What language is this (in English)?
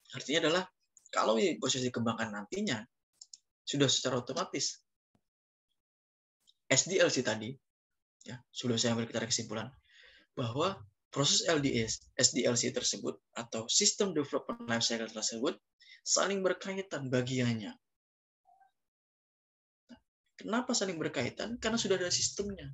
Indonesian